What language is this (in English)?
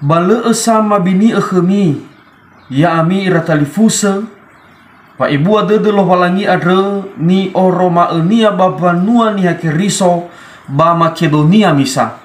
Nias